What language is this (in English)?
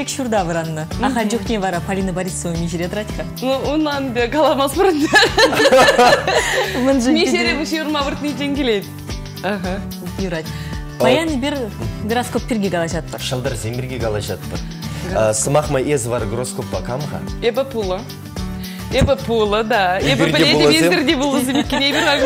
Chuvash